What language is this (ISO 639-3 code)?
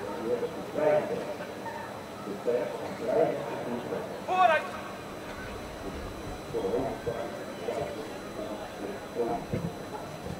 nld